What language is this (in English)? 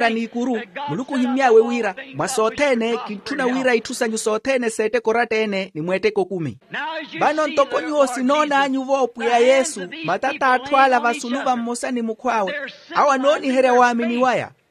Makhuwa